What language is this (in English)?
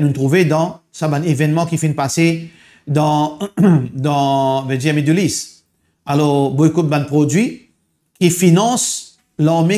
Morisyen